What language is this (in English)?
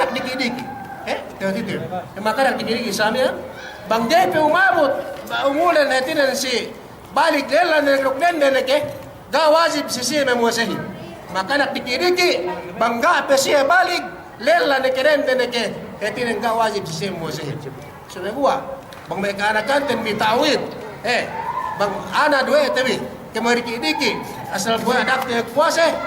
Yakan